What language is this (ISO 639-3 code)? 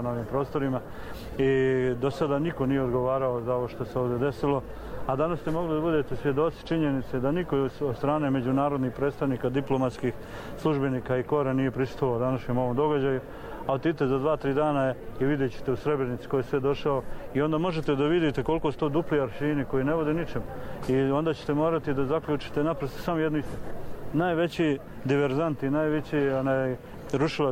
hrv